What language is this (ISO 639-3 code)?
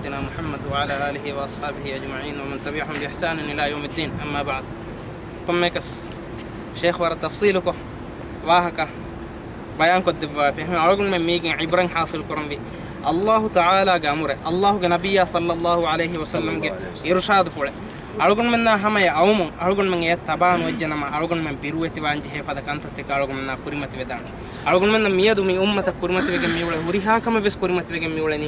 div